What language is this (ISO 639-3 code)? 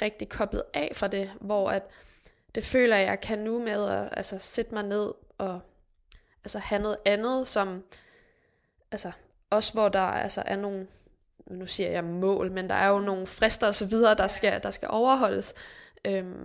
dan